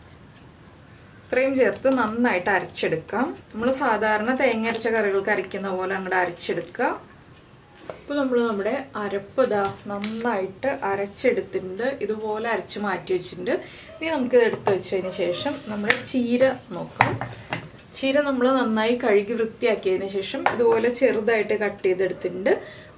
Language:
Malayalam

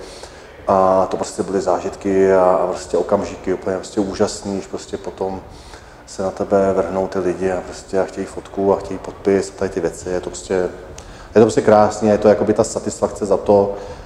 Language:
Czech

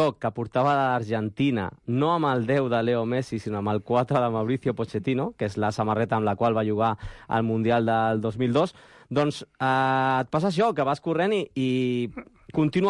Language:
Catalan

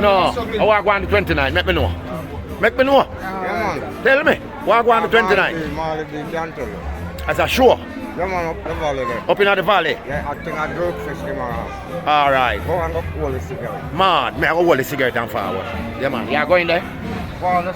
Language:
Jamaican Creole English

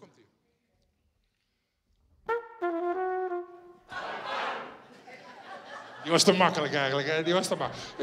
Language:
Dutch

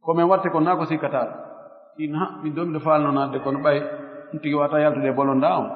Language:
Fula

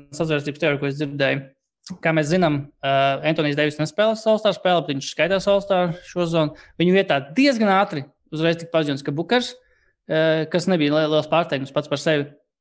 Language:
Latvian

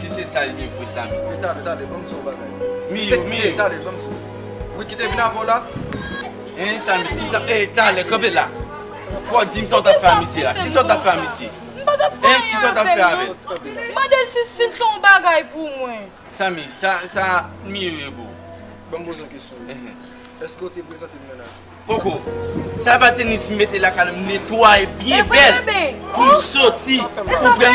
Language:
Haitian Creole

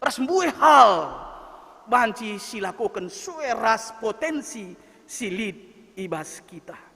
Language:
Batak Karo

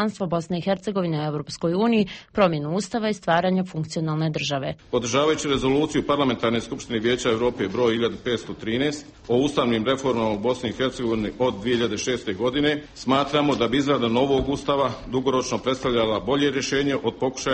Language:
Croatian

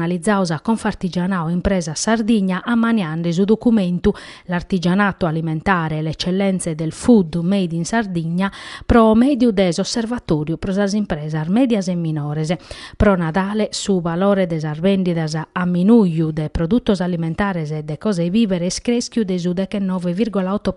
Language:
Sardinian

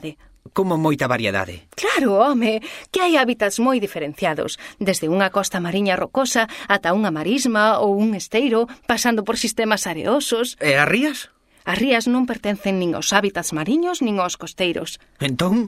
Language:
Galician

